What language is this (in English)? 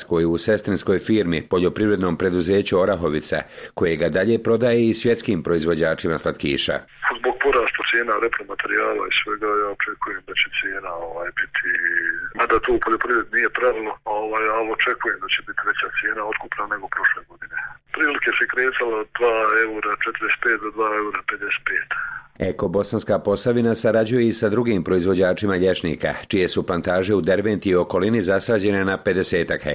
Bosnian